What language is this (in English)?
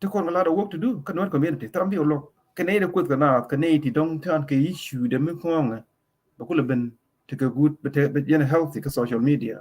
Nuer